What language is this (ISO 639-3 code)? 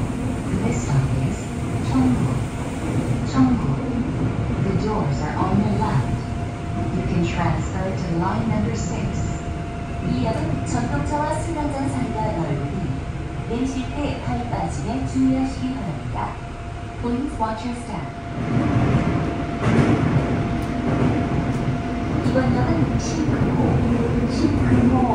kor